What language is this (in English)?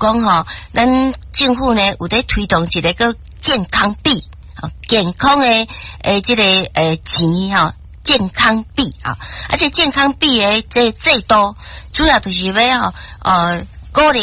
Min Nan Chinese